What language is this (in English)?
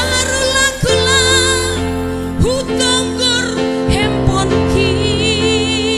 Batak Simalungun